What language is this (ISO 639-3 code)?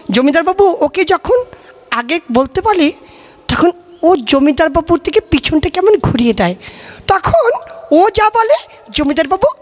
ben